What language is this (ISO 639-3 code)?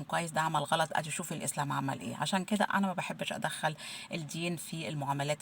arz